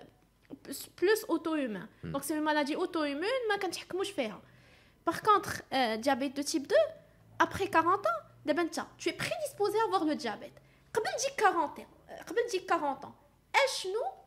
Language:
Moroccan Arabic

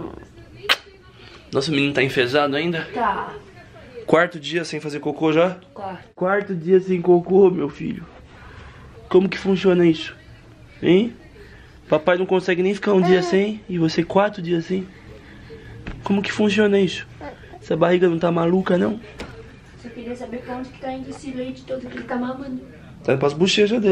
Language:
Portuguese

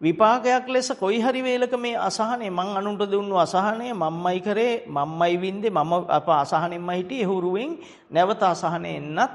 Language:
Sinhala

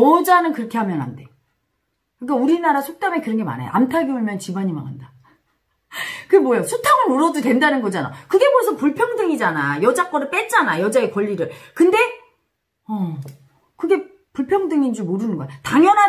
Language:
Korean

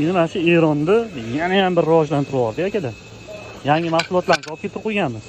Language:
Uzbek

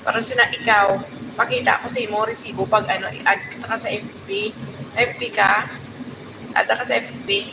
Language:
Hiligaynon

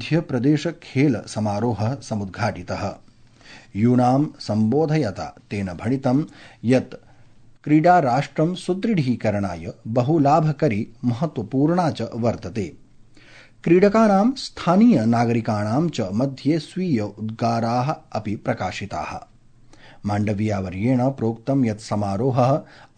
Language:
Sanskrit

